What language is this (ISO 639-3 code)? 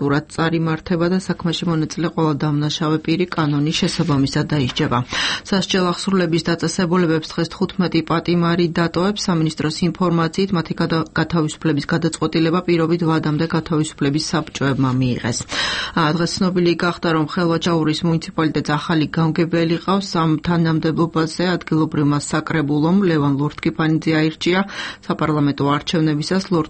kat